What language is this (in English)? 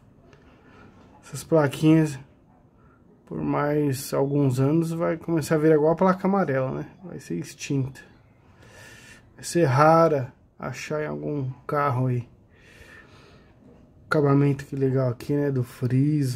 Portuguese